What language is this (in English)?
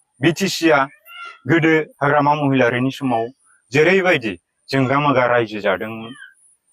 Bodo